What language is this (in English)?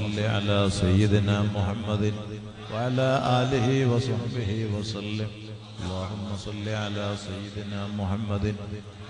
Malayalam